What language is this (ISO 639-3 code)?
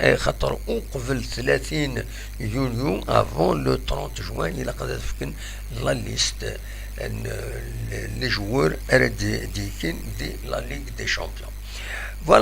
kab